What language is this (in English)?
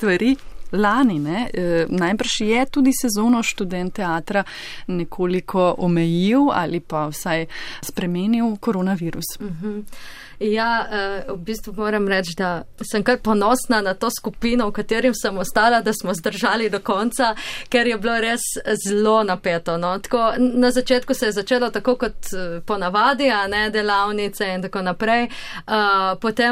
Slovenian